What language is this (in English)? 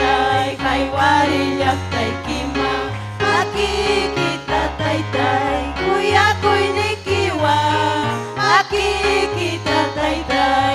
Ayacucho Quechua